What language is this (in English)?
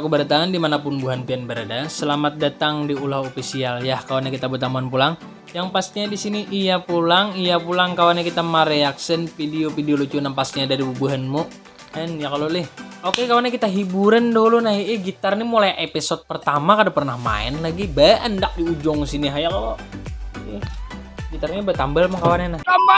Banjar